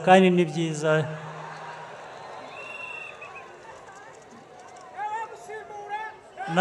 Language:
Kinyarwanda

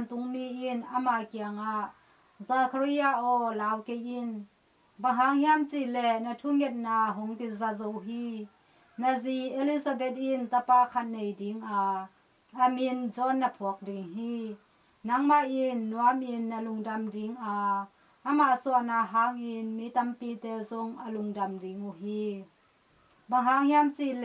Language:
Tedim Chin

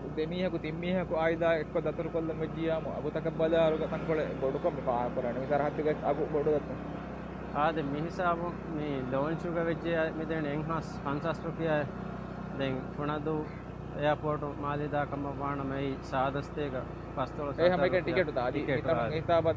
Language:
Divehi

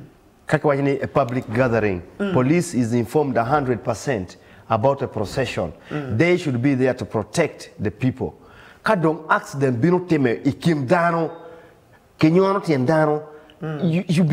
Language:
Acoli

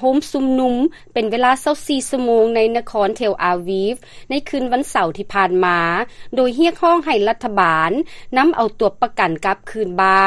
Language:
Lao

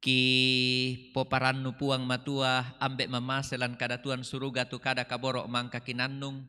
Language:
Toraja-Sa'dan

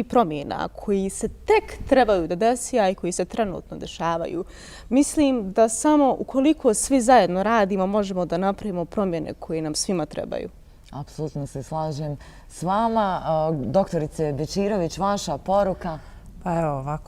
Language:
Bosnian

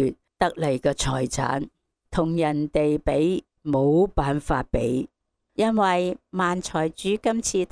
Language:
Cantonese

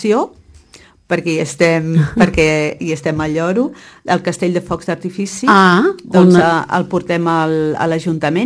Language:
Catalan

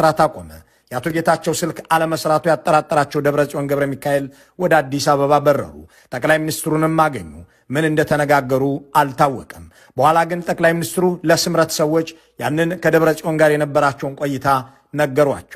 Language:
Amharic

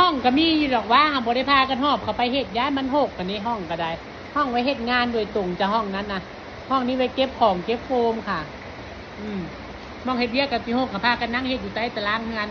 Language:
Northeastern Thai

